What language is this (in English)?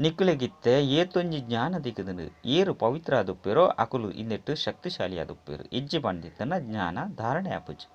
Tulu